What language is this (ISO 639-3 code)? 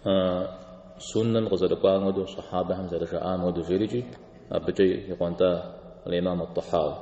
kbd